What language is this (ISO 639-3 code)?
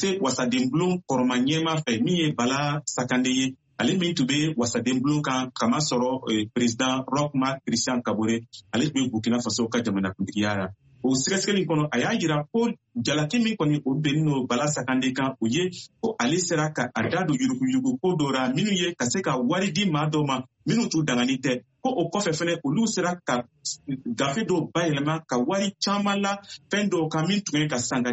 bam